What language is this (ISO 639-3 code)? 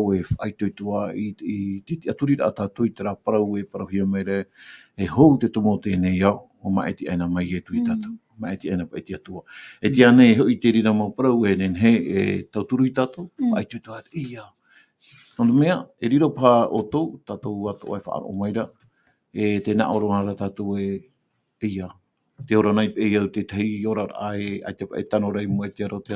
tah